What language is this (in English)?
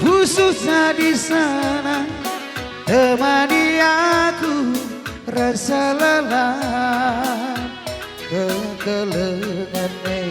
Batak Karo